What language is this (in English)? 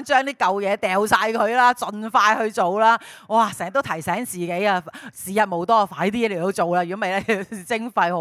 Cantonese